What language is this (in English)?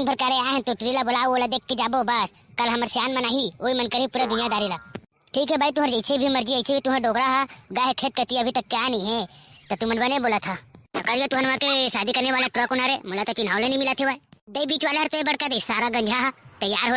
Chhattisgarhi